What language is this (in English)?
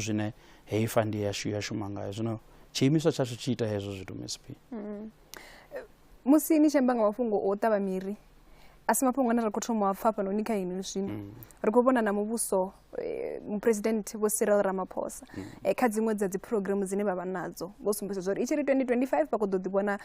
Venda